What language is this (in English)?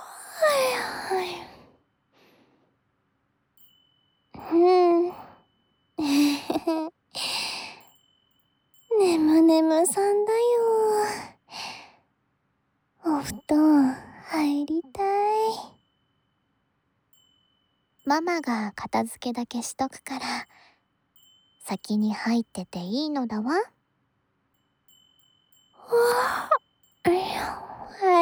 Japanese